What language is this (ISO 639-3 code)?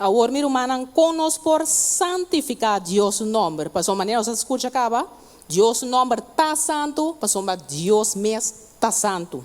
pap